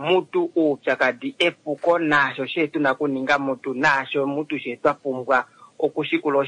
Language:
Kuanyama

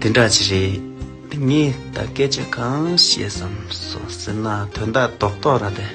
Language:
Tibetan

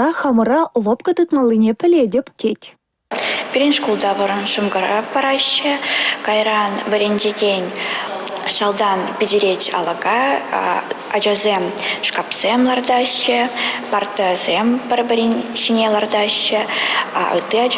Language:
Chuvash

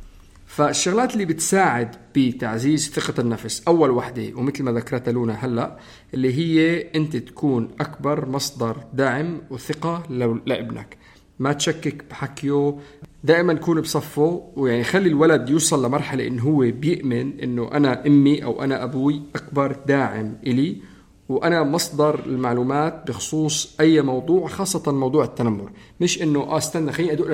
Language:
North Levantine Arabic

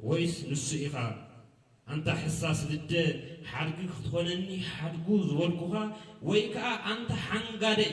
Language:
Tigrinya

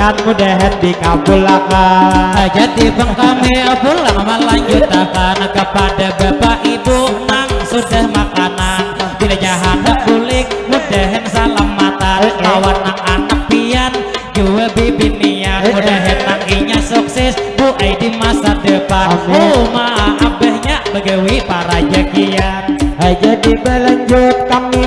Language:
Banjar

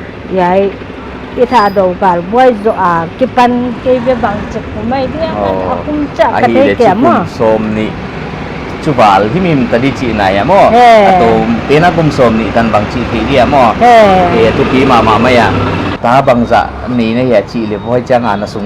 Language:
Paite Chin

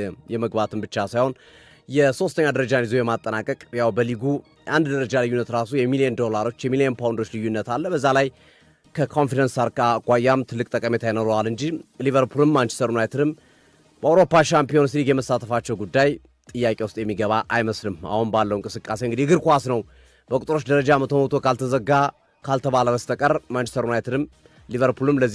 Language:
Amharic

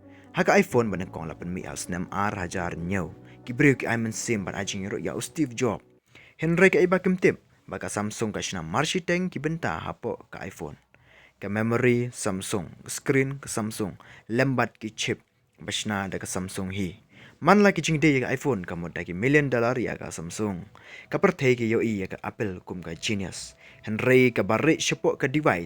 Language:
Khasi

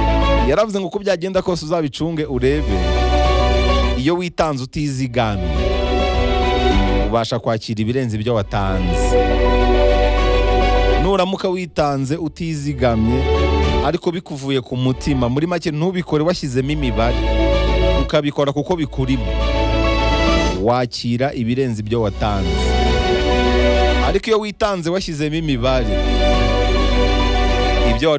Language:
Kinyarwanda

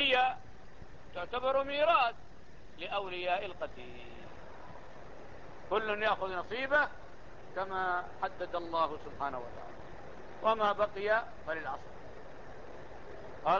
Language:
Arabic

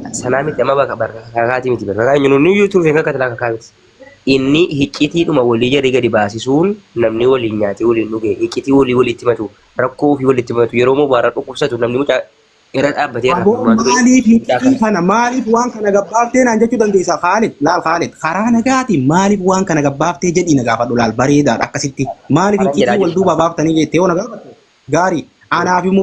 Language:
Oromo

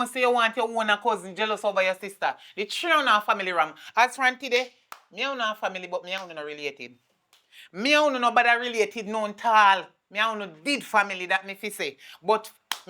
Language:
Jamaican Creole English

